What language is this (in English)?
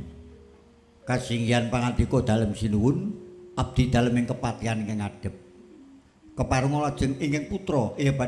Javanese